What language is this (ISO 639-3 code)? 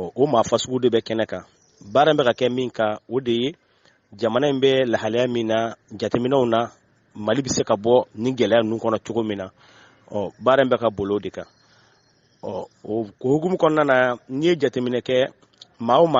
bam